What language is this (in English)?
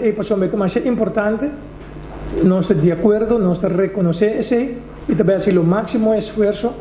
Papiamento